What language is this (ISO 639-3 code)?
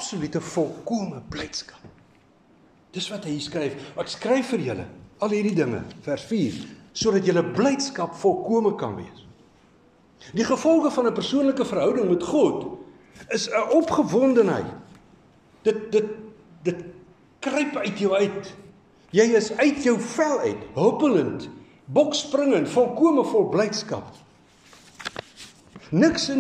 afr